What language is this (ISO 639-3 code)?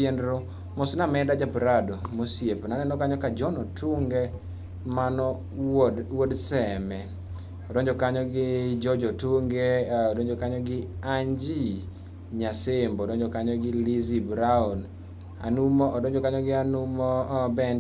luo